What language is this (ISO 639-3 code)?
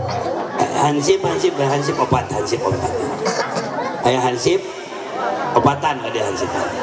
sun